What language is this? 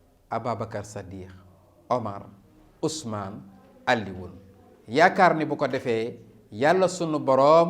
Wolof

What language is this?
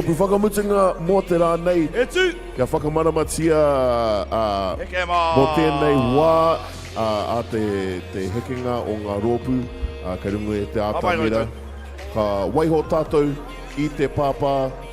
Māori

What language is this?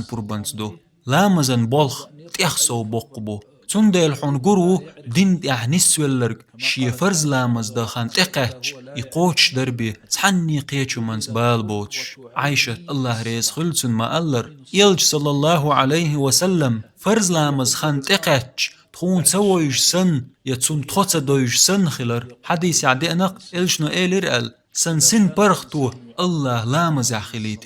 Chechen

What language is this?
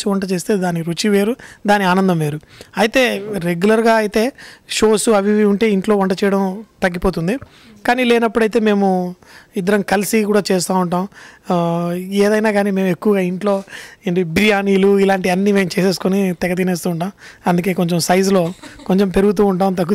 Telugu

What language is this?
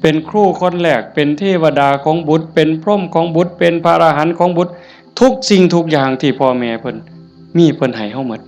Northeastern Thai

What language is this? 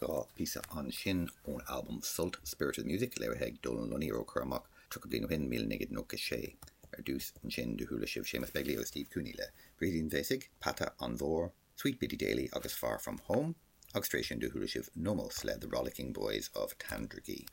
Irish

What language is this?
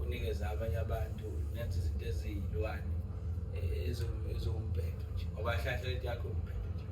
Zulu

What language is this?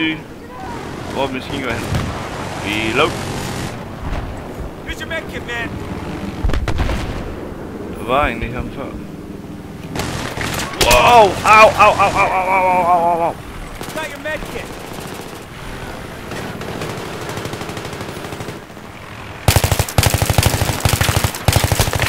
Danish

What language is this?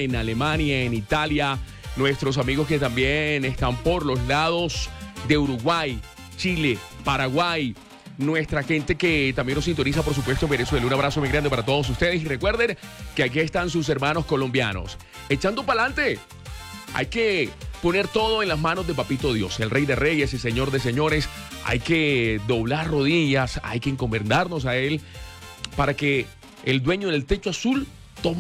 Spanish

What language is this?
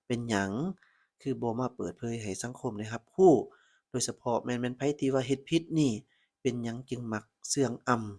Lao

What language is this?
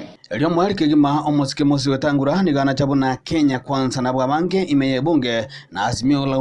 Gusii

